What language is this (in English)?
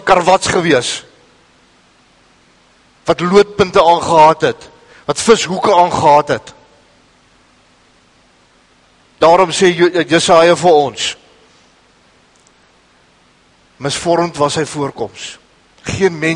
Afrikaans